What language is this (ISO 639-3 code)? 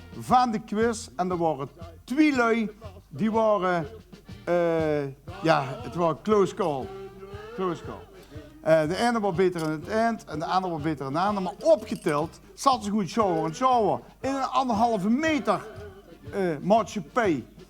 lim